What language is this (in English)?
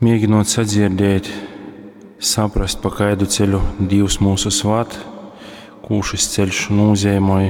Latgalian